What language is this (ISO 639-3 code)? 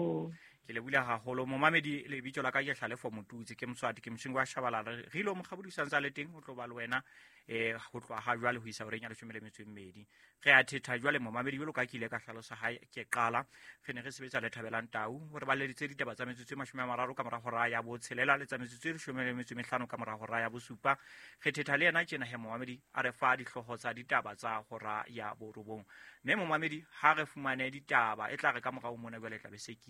sot